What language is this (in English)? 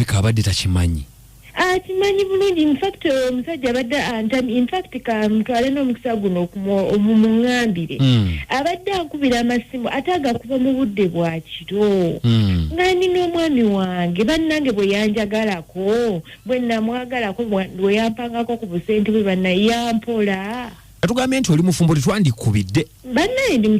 Ganda